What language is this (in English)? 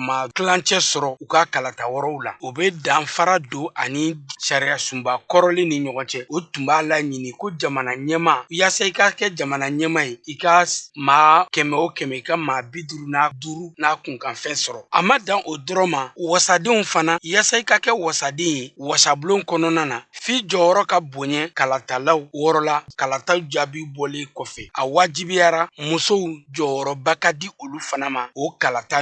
Bambara